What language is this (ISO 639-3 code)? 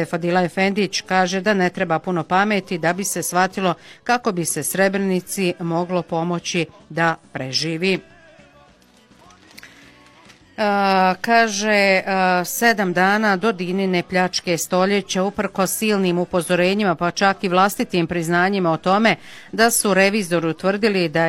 bos